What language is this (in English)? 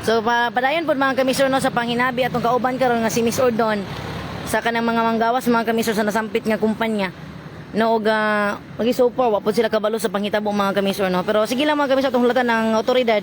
Cebuano